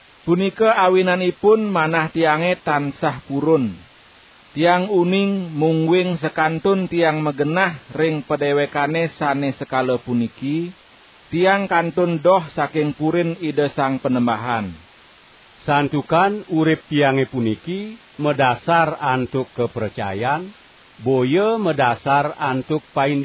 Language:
Balinese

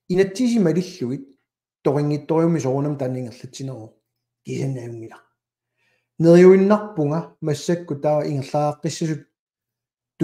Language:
Kalaallisut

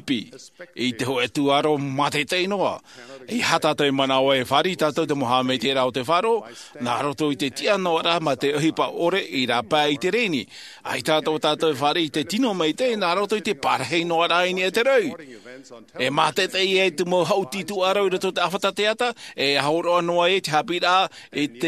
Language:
Tahitian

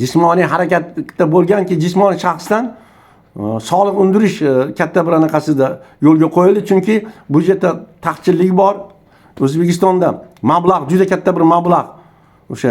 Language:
Uzbek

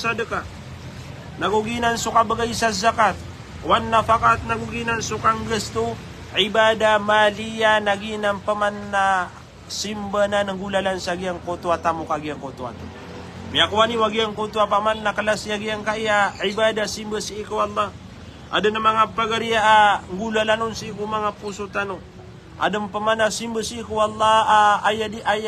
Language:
Maranao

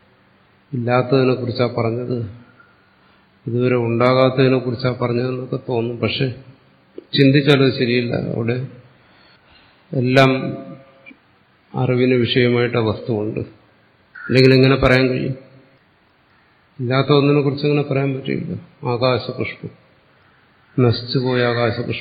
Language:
Malayalam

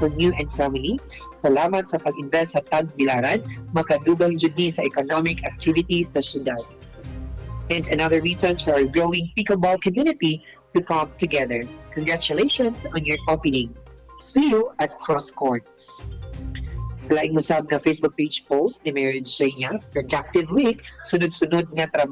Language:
Cebuano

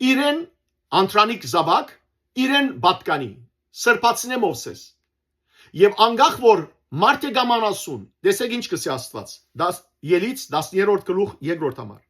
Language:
Western Armenian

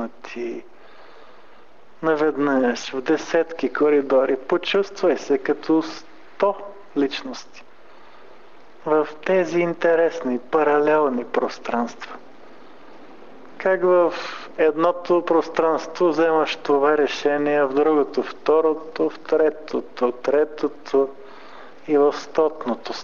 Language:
Bulgarian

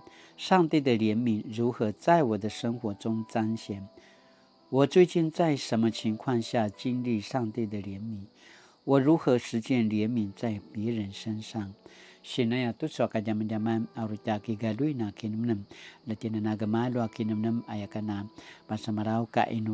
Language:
Paiwan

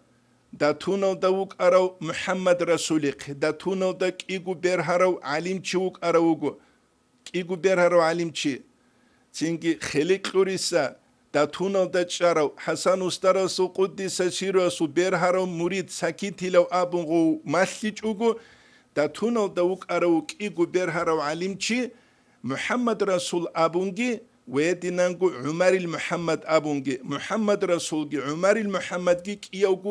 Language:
Avaric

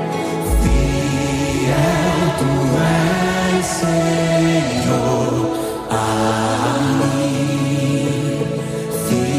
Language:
Portuguese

